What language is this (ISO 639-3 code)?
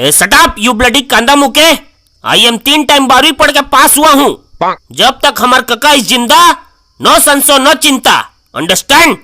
hne